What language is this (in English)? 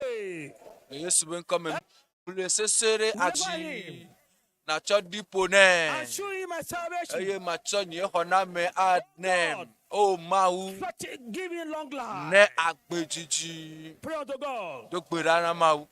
Ewe